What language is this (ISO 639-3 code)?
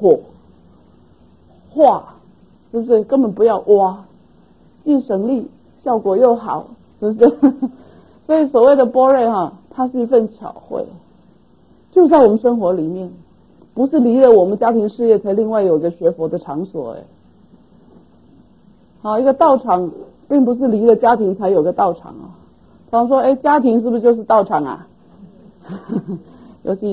zho